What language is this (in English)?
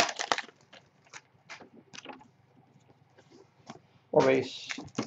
English